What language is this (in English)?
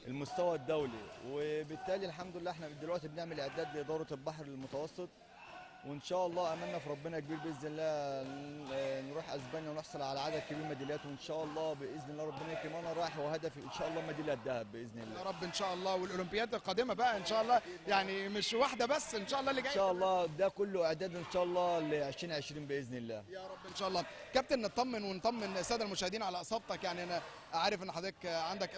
Egyptian Arabic